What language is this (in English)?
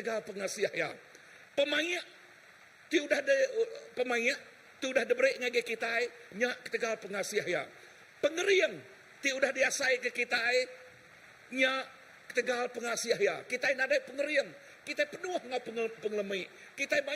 Iban